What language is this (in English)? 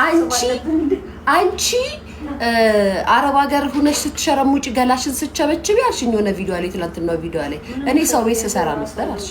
Amharic